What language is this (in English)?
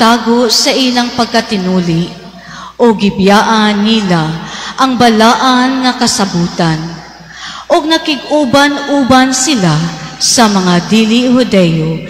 Cebuano